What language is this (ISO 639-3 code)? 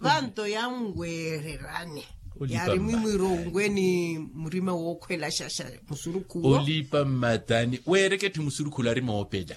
vmw